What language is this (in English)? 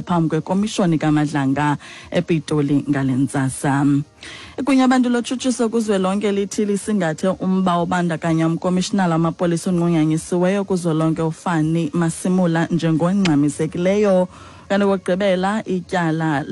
Xhosa